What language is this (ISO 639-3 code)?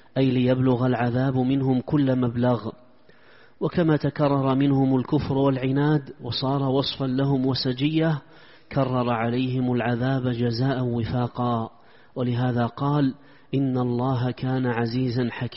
ara